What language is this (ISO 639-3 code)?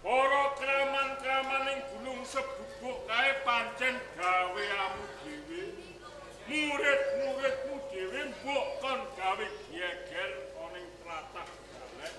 jav